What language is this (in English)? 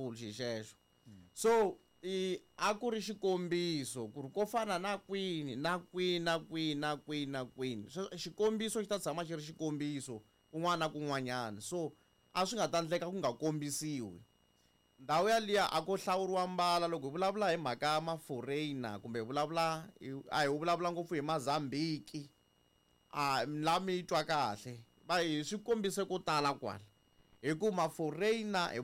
Tsonga